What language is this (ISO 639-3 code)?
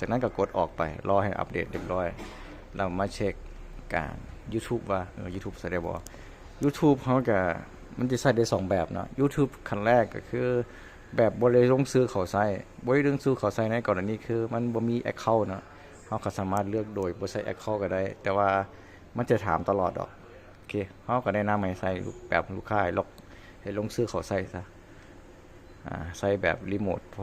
lao